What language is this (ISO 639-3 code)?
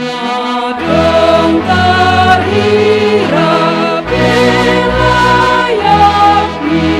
bts